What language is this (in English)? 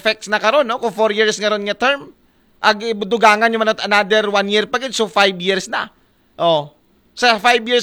Aklanon